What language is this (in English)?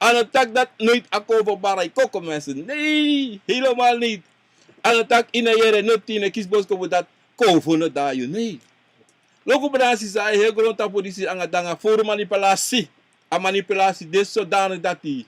Sranan Tongo